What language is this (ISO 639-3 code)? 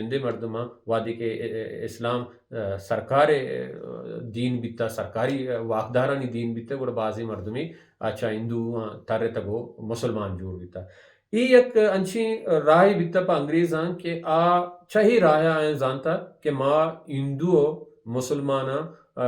bal